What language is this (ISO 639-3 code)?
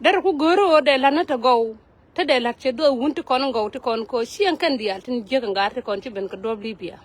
nus